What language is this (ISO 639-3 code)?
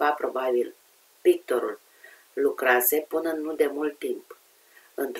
ron